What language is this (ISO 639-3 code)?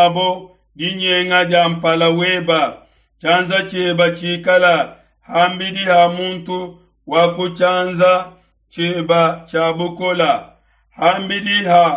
lua